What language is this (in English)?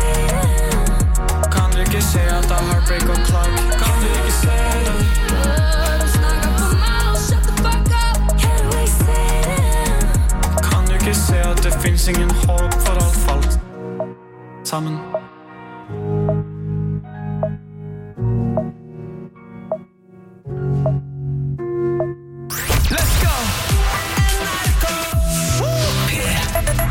Norwegian